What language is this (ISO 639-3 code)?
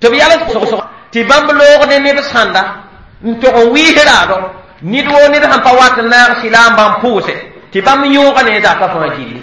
mos